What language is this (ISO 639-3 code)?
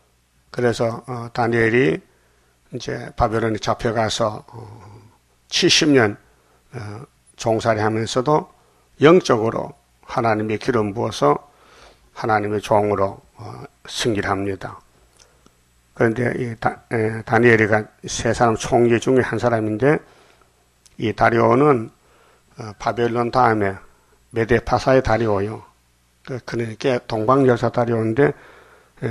kor